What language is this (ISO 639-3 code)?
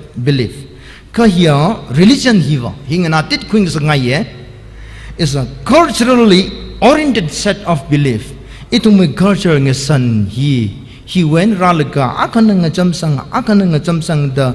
nmf